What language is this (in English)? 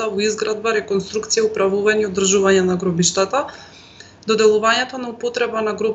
Macedonian